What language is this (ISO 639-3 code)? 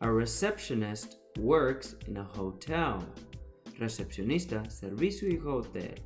tet